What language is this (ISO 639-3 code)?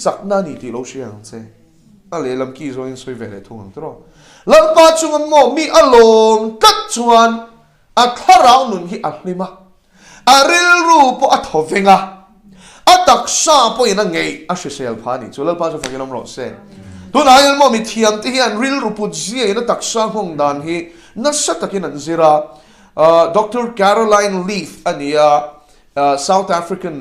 lus